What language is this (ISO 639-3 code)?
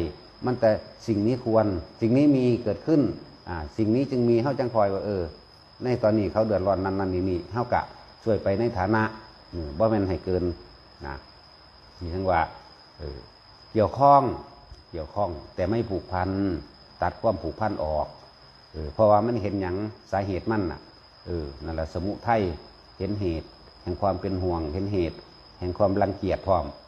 tts